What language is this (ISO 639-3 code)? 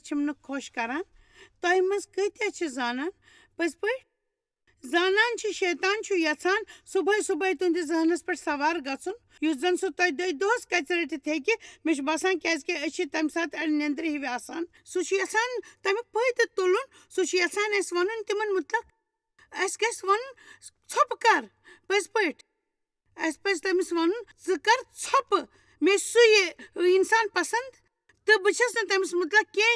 kas